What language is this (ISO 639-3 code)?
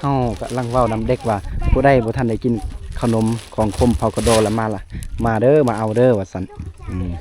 lao